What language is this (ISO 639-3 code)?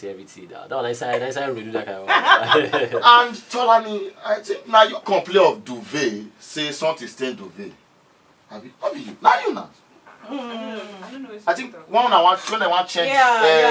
pcm